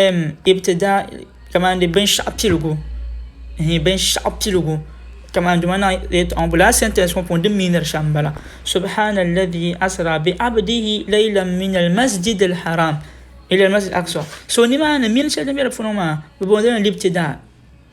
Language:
Dagbani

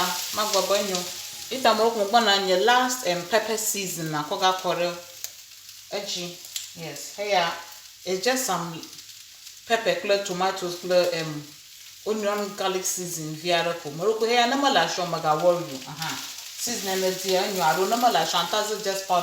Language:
Ewe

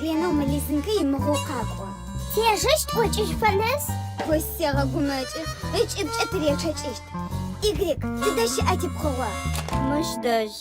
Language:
Adyghe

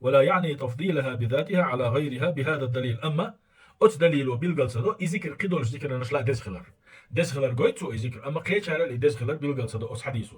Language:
Chechen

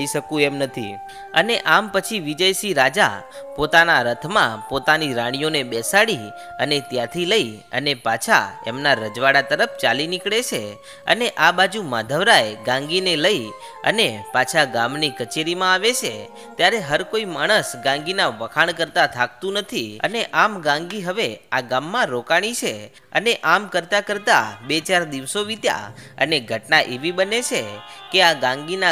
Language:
Gujarati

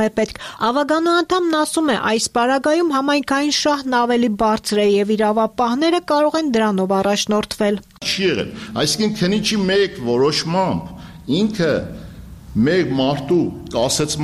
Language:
Armenian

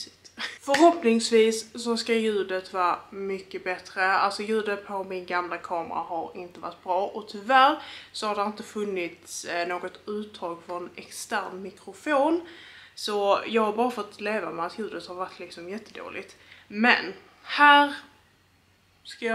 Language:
Swedish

